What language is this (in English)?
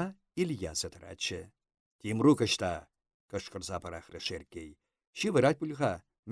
Chuvash